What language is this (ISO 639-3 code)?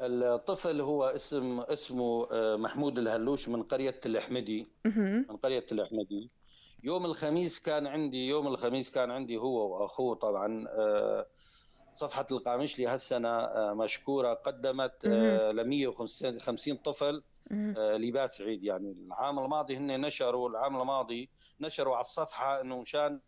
apc